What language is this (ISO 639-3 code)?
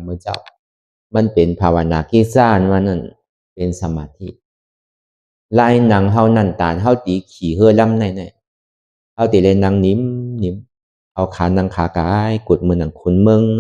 shn